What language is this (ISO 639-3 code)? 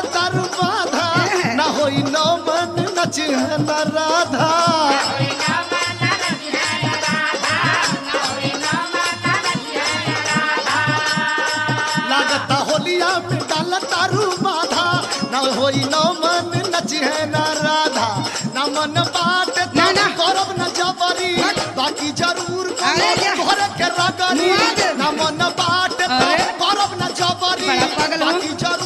bho